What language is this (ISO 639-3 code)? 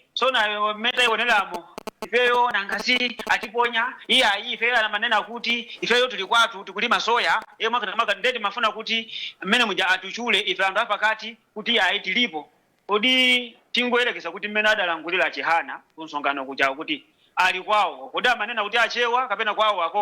nya